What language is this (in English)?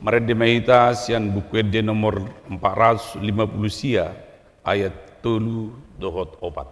Batak Toba